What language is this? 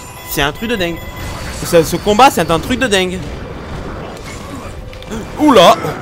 French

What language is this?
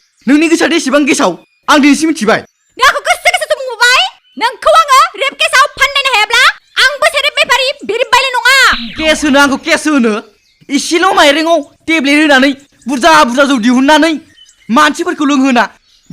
Bodo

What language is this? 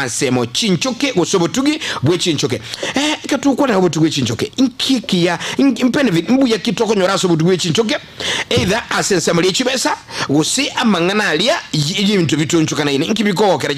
Gusii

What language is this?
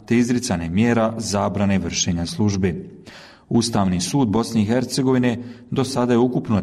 Bosnian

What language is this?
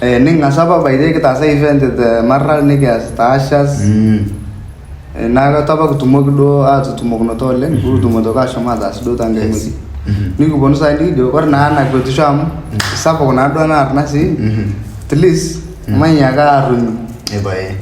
Masai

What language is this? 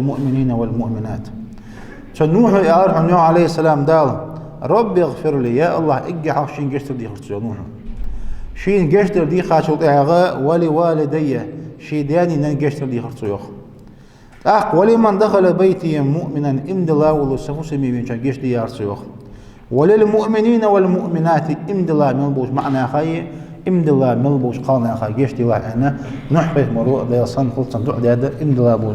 Ingush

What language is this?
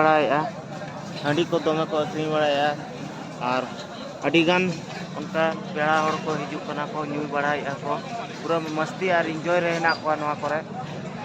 Santali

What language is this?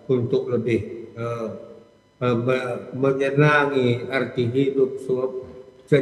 Batak Karo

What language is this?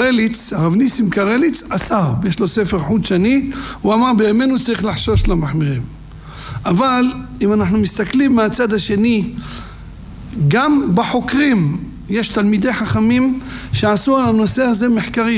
Hebrew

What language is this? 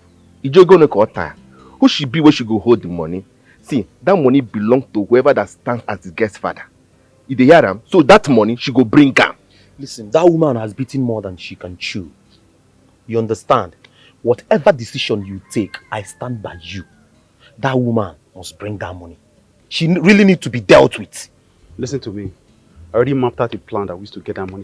Nigerian Pidgin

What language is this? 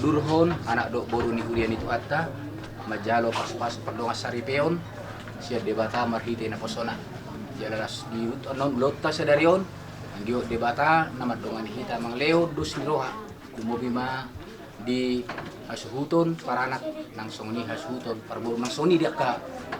Batak Toba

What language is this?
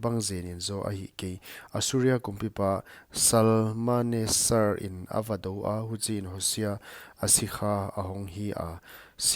Paite Chin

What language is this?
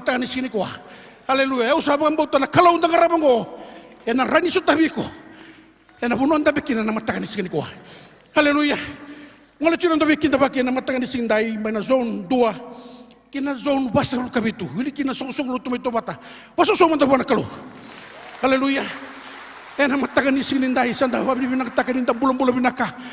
Fijian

